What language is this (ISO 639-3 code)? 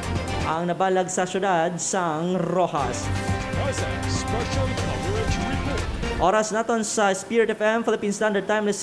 hil